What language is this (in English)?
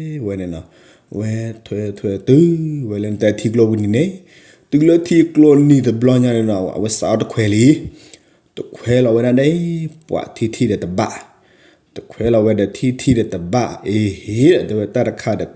S'gaw Karen